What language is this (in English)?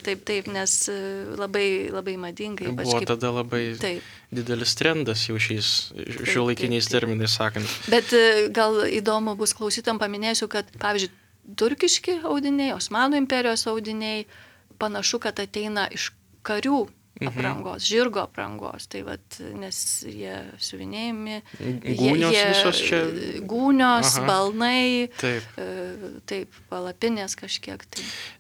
Lithuanian